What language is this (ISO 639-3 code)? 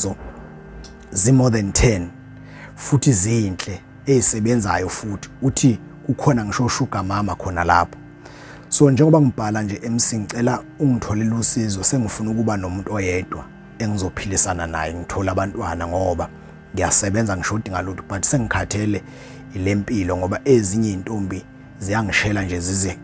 zul